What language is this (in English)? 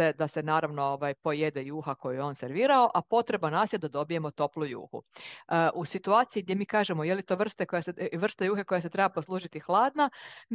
Croatian